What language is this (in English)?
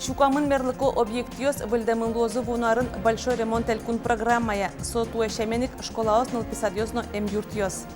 Udmurt